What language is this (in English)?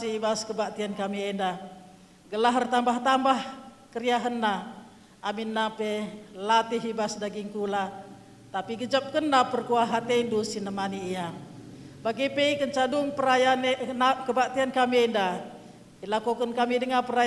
Batak Karo